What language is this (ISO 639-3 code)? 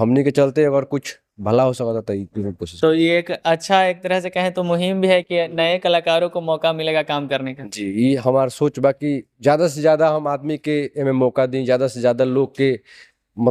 bho